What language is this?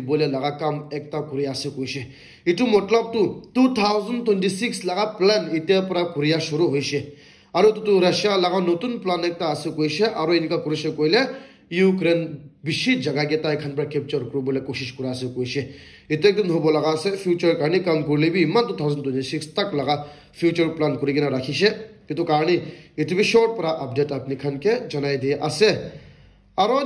Naga Pidgin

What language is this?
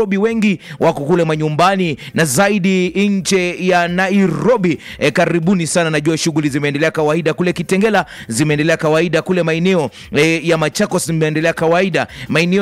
Swahili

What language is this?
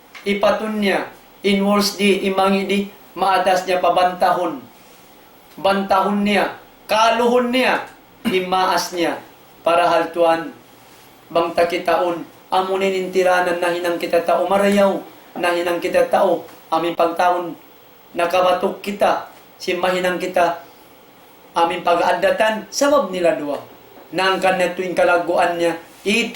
Tausug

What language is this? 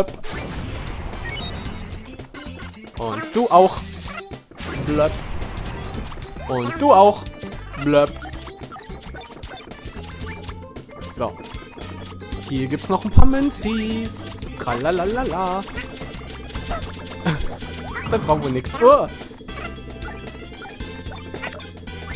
German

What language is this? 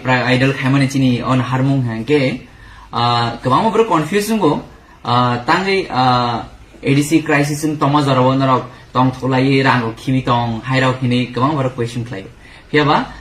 Kok Borok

